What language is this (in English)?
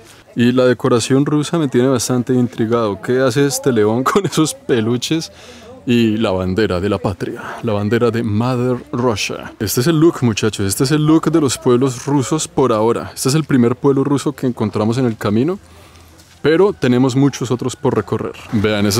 Spanish